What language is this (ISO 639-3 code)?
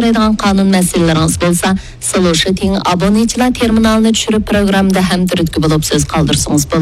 uig